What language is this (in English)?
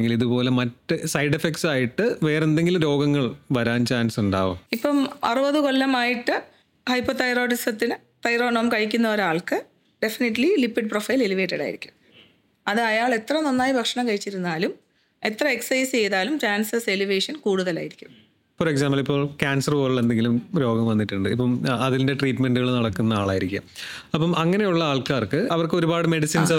Malayalam